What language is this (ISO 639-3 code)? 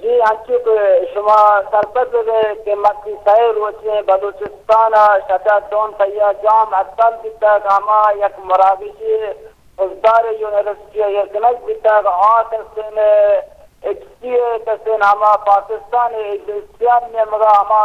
bgp